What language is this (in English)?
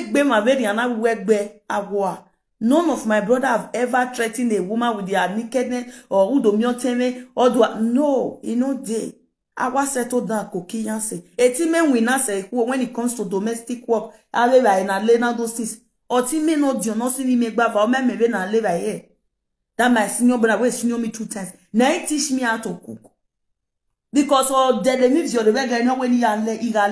Nigerian Pidgin